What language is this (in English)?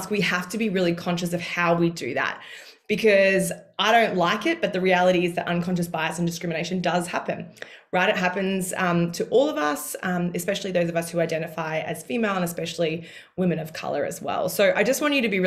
English